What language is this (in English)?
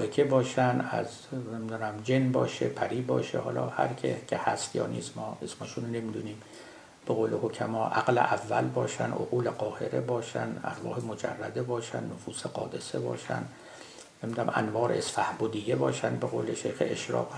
Persian